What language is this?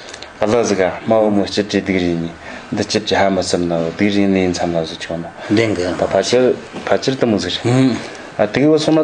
Amdo Tibetan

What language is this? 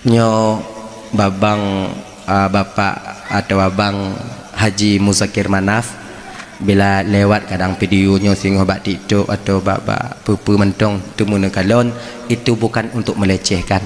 Achinese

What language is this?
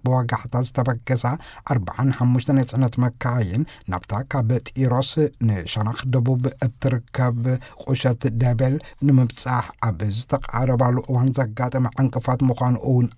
Tigrinya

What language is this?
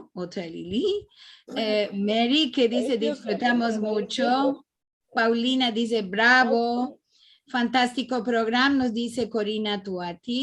Ladino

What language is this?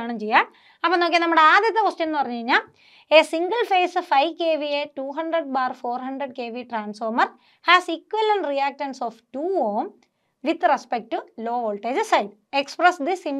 Malayalam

